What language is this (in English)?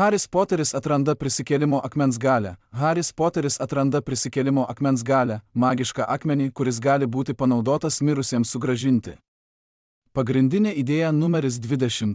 Lithuanian